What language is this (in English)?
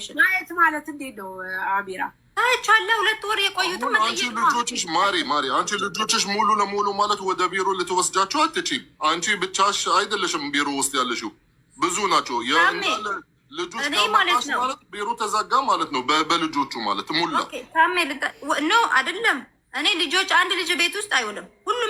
Amharic